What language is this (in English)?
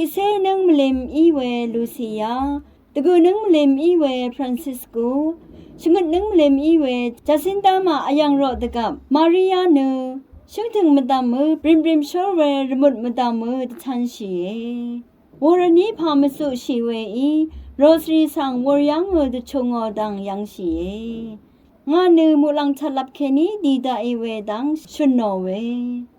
Rawang